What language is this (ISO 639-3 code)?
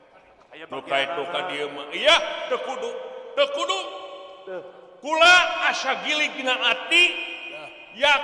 sun